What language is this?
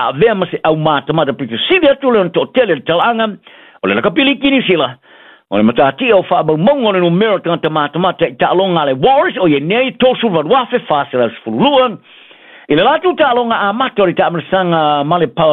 Samoan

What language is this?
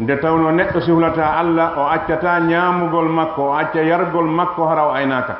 Fula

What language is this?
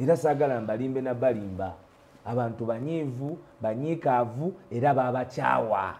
Ganda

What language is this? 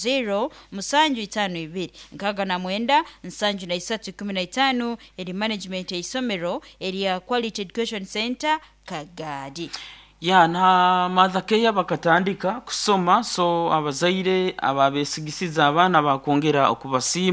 Nyankole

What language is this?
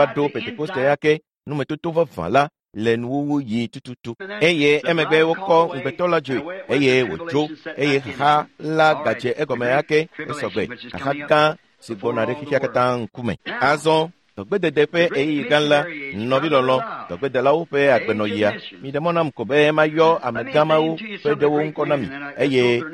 Ewe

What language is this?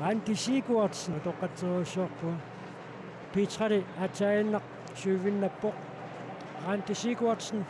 Kalaallisut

